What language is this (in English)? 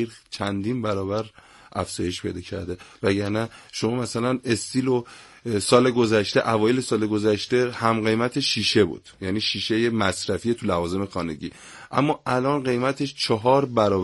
Persian